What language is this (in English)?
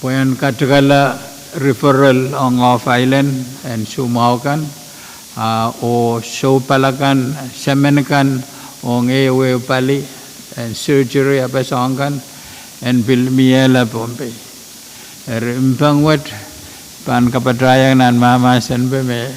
Pohnpeian